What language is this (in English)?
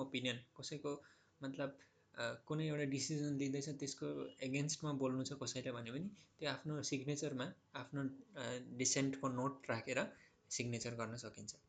Nepali